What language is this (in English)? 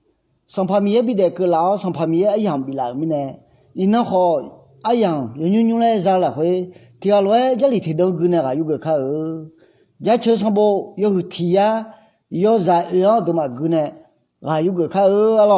Akha